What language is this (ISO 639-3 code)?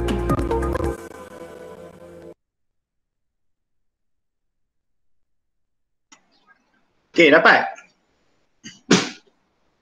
msa